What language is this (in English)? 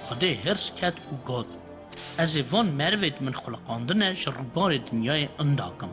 Kurdish